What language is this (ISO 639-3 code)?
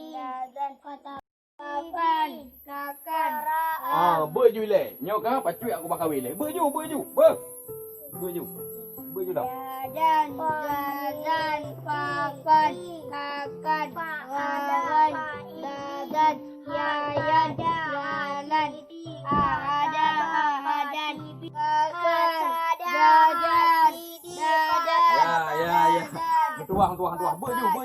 ace